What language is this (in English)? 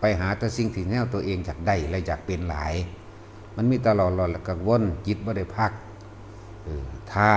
Lao